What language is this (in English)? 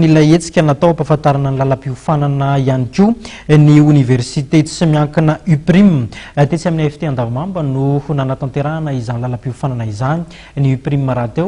Malagasy